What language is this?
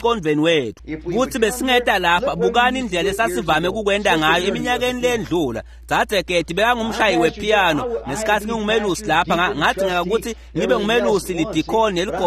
Swati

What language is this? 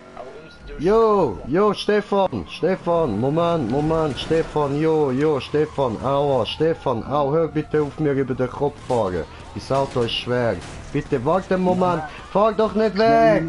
Swiss German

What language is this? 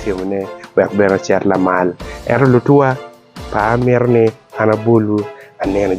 Acoli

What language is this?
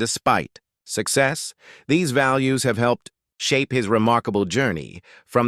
English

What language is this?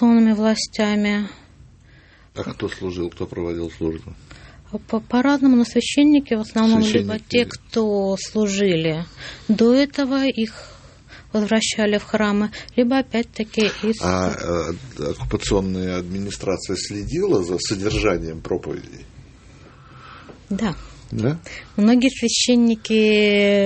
Russian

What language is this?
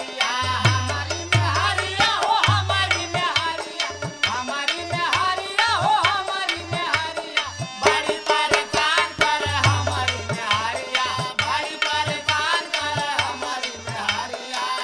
Bhojpuri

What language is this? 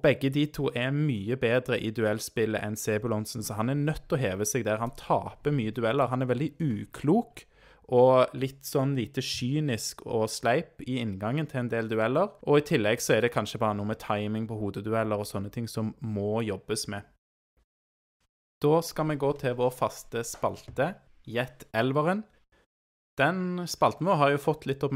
Norwegian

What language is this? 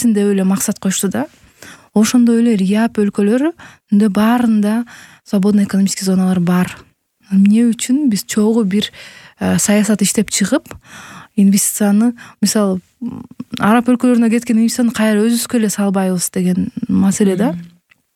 Kyrgyz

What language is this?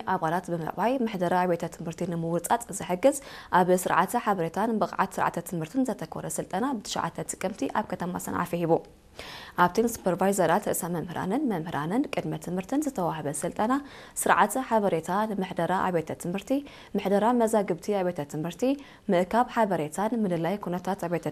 Tigrinya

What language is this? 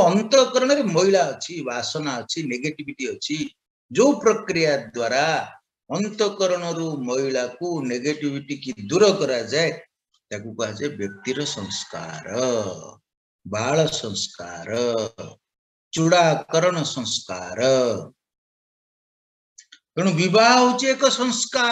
Odia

